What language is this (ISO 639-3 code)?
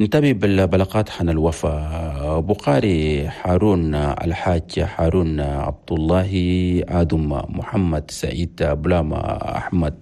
shu